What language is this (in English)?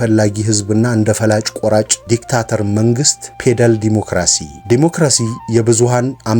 Amharic